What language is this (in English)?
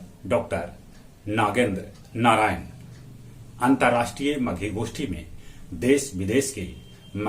Magahi